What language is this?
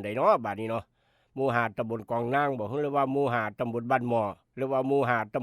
Northeastern Thai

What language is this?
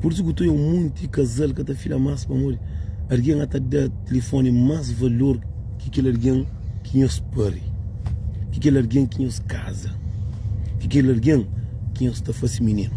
Kabuverdianu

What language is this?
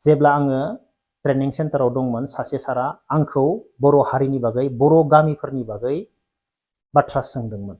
Bodo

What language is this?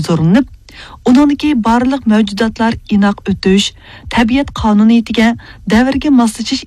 Uyghur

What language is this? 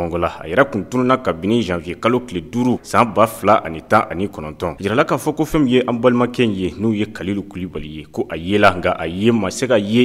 Bambara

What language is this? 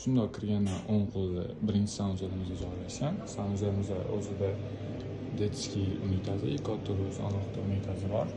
Uzbek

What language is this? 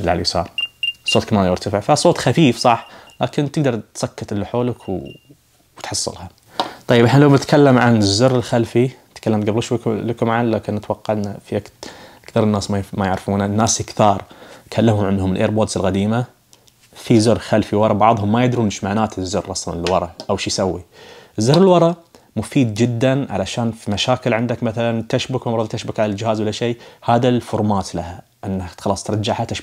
Najdi Arabic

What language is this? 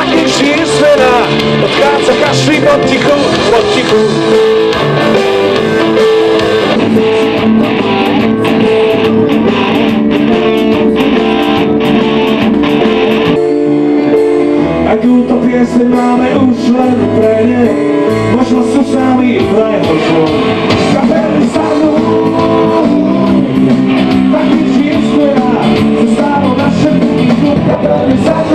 Slovak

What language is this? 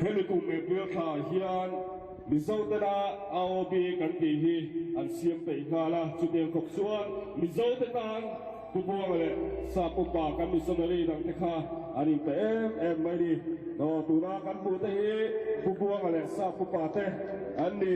Mizo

